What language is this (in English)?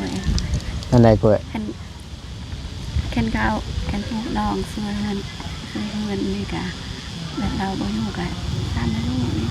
Northeastern Thai